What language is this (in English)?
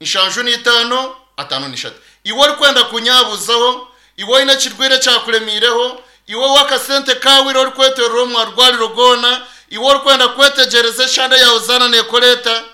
Nyankole